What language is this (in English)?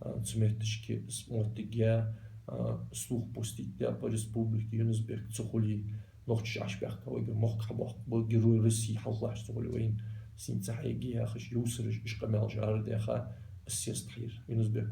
Ingush